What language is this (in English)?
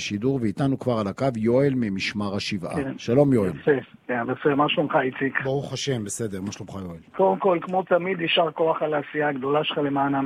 Hebrew